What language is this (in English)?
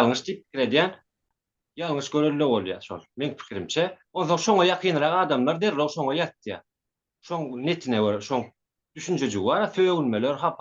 Turkmen